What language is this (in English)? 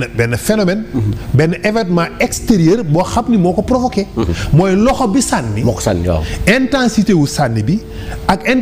Wolof